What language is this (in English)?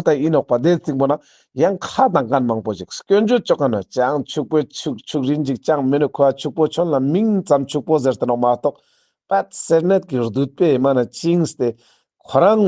Ladakhi